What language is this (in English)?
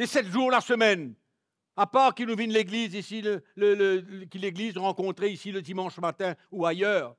Morisyen